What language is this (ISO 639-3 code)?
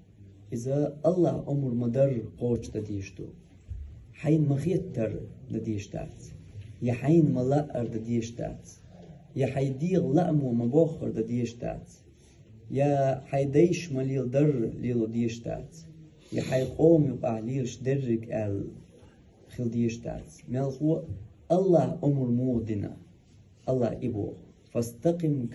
che